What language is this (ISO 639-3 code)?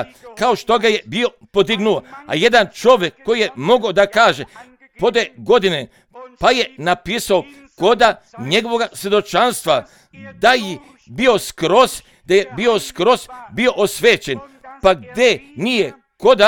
hrv